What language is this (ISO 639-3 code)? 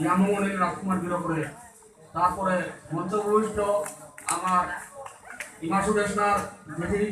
bpy